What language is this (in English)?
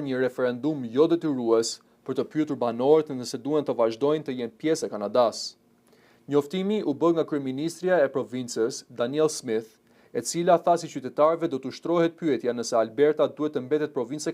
Albanian